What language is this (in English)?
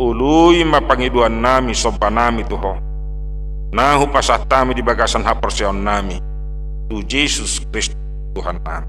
Batak Toba